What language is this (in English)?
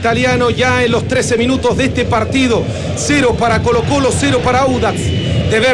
Spanish